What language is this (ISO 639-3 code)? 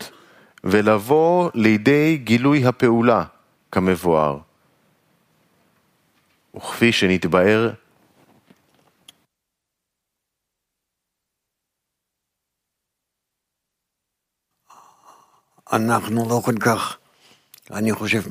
heb